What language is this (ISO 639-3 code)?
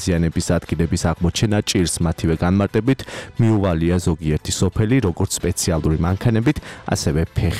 kat